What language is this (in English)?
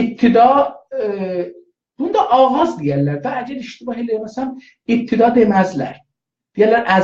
South Azerbaijani